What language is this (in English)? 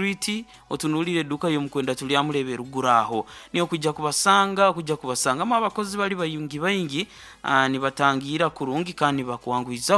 Nyoro